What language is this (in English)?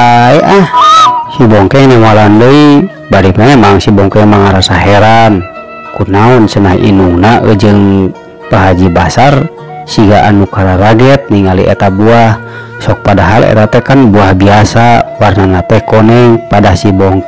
Sundanese